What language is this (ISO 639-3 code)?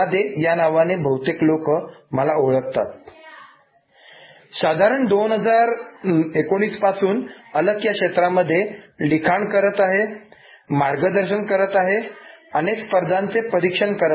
mar